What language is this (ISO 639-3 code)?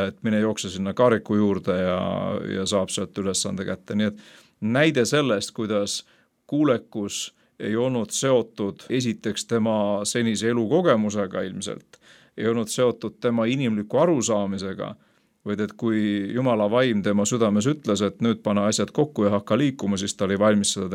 est